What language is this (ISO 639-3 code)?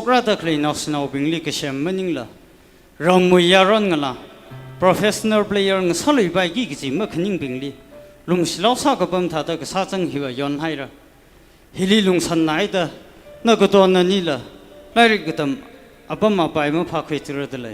nmf